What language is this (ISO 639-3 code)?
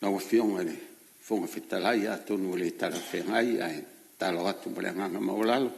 smo